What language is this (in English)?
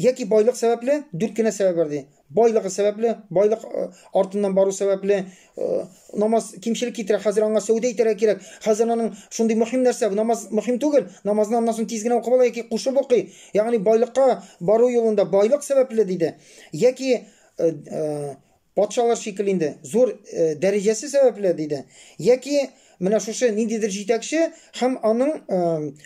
Tatar